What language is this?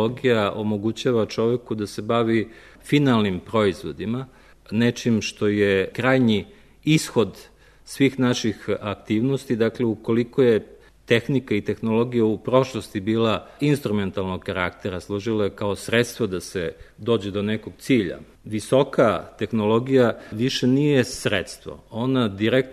Serbian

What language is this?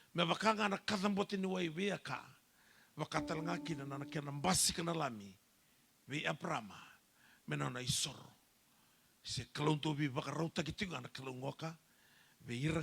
Fijian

